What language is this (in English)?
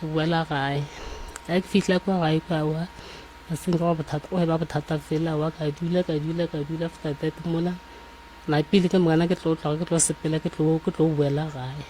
Northern Sotho